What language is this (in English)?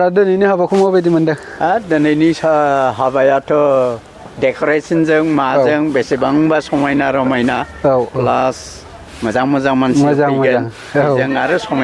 Bodo